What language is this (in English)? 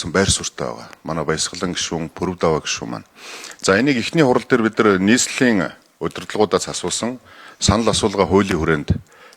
Mongolian